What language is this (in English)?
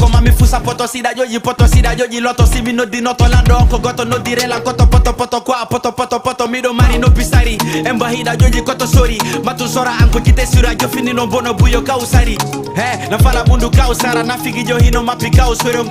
Fula